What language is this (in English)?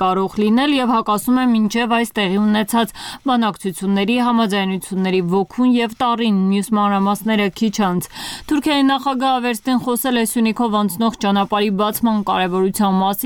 Armenian